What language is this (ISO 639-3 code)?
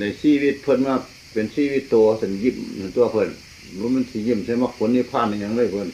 tts